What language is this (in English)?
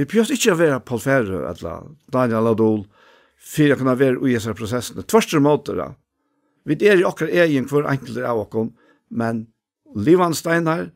Faroese